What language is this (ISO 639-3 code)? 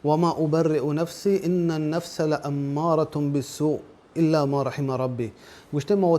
bal